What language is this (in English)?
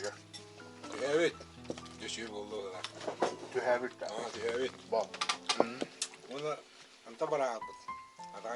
Yakut